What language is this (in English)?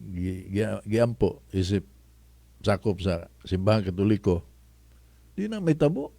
Cebuano